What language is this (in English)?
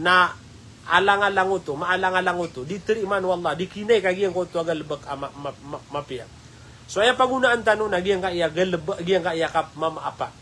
Maranao